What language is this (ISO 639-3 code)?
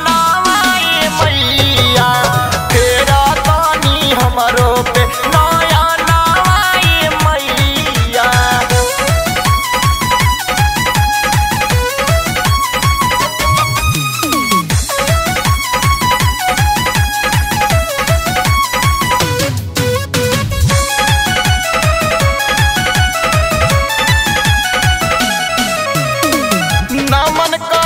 bho